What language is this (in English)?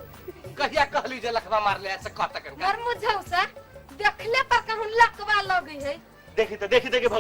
Maithili